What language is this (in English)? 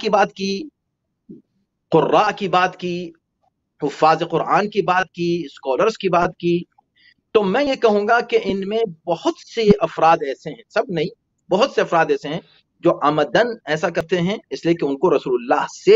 Urdu